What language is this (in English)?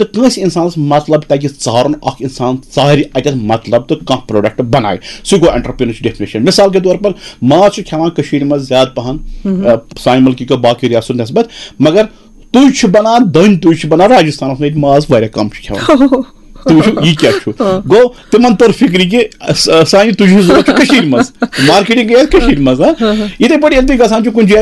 Kashmiri